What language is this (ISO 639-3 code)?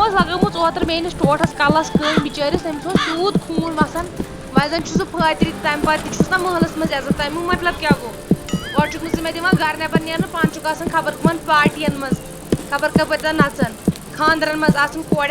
kas